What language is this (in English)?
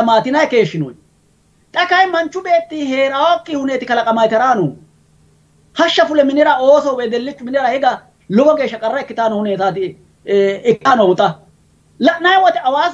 Sidamo